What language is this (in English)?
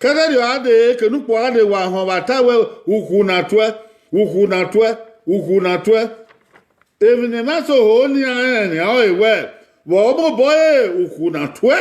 Bini